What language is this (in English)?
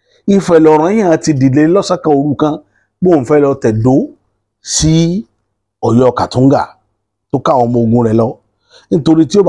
Yoruba